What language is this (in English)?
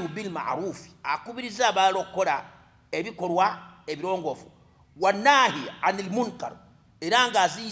Ganda